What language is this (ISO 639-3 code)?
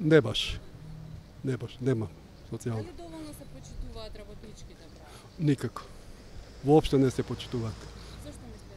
mkd